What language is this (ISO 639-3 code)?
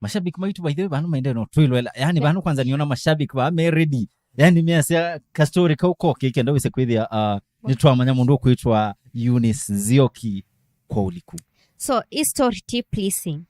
kam